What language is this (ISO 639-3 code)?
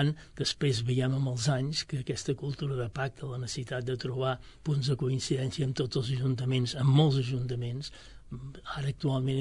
cat